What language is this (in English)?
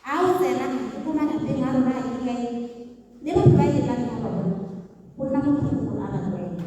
Tswana